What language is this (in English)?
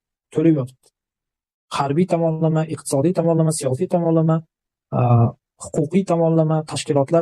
Uzbek